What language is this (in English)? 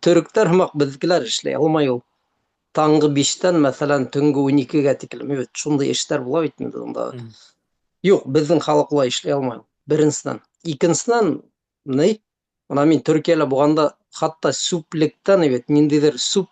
Bashkir